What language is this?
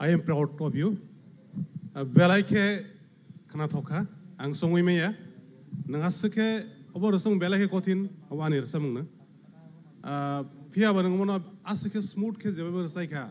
Kok Borok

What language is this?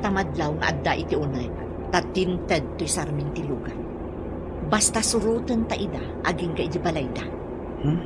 Iloko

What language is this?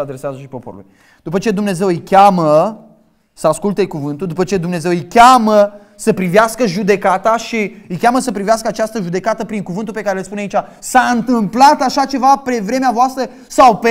Romanian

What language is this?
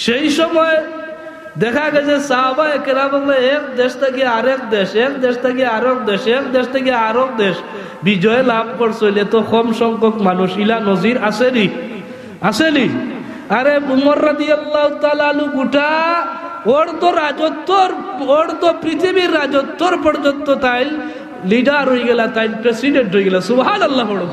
Sylheti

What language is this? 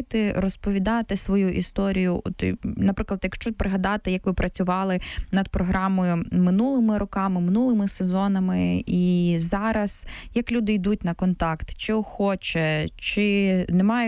Ukrainian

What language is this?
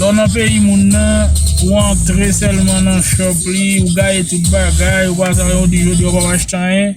Haitian Creole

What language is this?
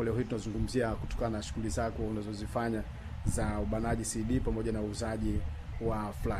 Swahili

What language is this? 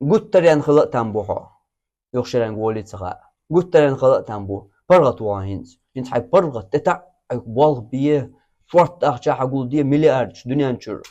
Chechen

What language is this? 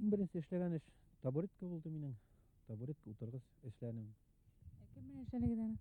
Bashkir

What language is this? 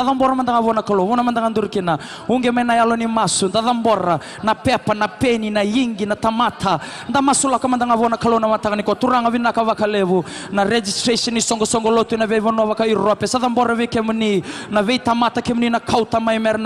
Fijian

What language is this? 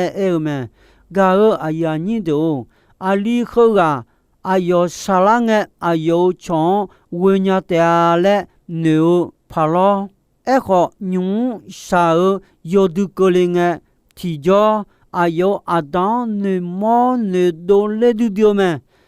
Akha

